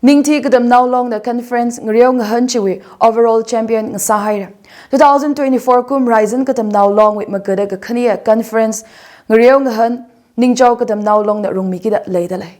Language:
Tangkhul Naga (India)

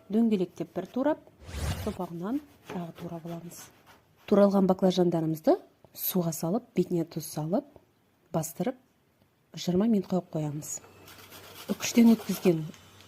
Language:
Kazakh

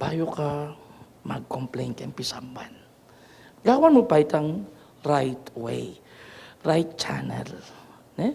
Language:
Pampanga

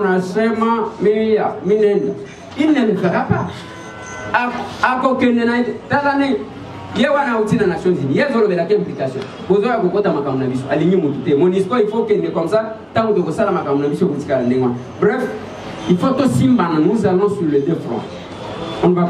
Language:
Lingala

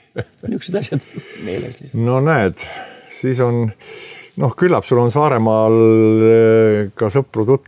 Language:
Estonian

